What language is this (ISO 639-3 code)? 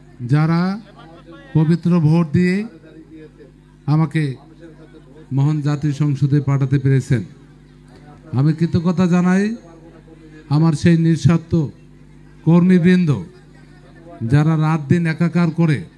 ben